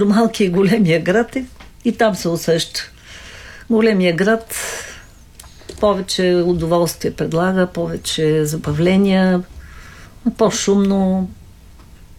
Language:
Bulgarian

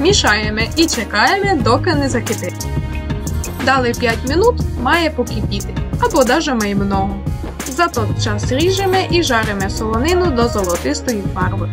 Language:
Rusyn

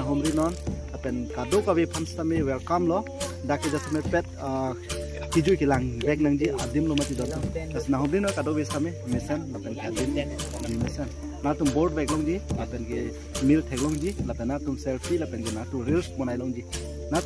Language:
Karbi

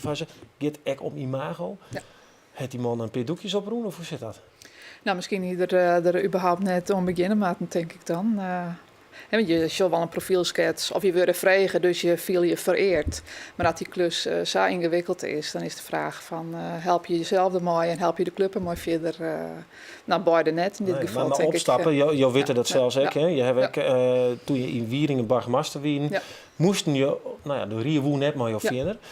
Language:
Western Frisian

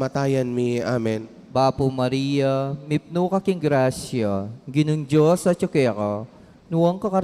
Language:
Pampanga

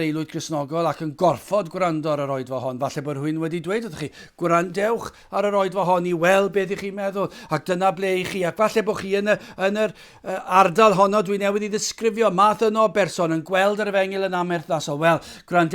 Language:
Welsh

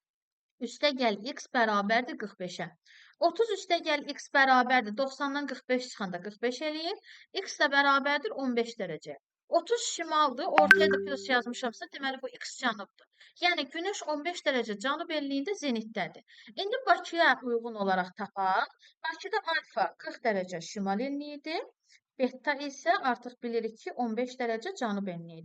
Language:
Azerbaijani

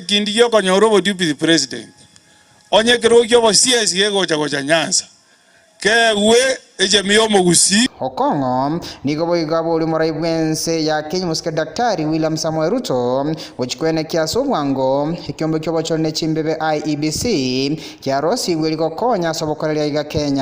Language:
Gusii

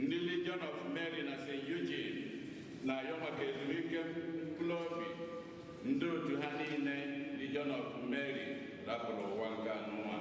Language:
Igbo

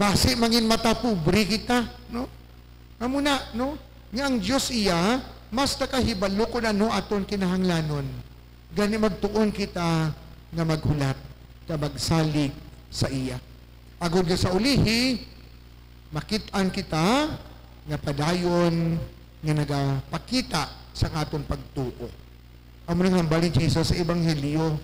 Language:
Hiligaynon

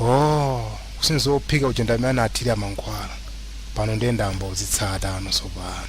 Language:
Nyanja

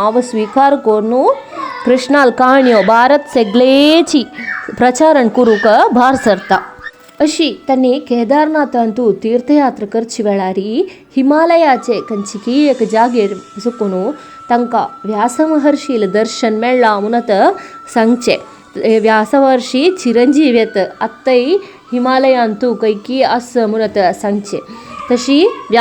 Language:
Konkani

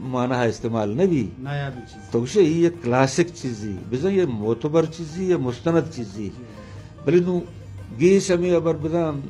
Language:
Eastern Balochi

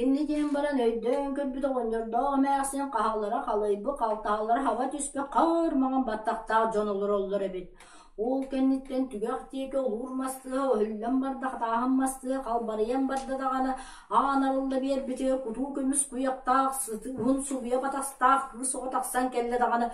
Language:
Yakut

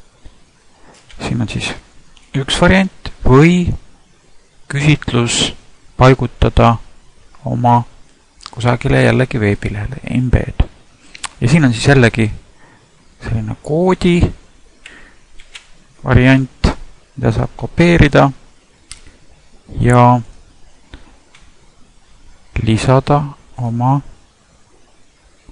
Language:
Estonian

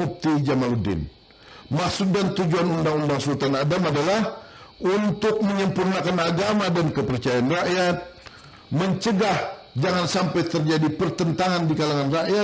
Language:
Banjar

